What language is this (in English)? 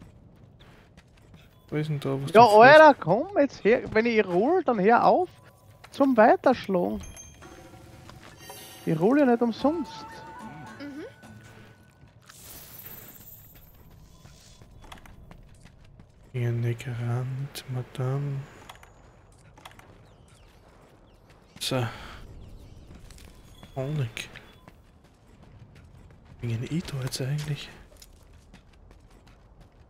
German